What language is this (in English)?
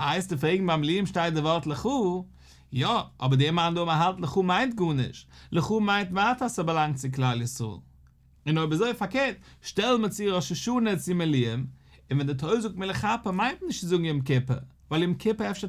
Yiddish